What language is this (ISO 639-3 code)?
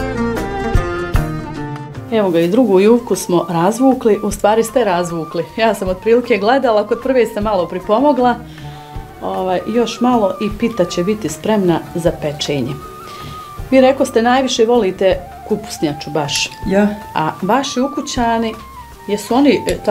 bos